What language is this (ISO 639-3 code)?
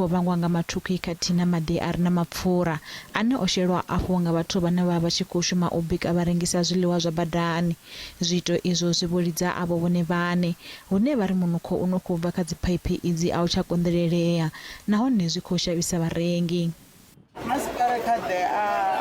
ven